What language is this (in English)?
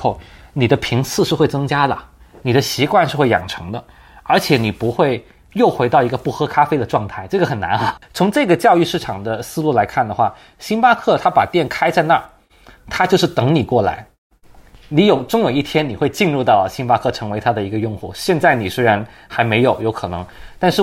Chinese